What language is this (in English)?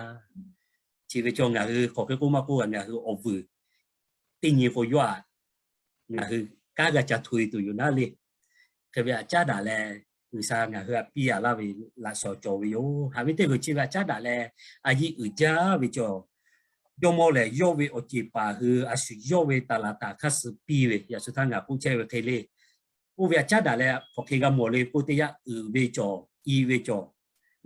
Lahu